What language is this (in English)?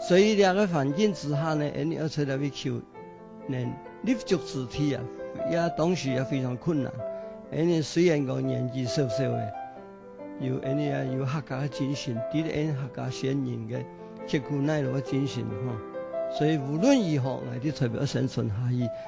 Hakka Chinese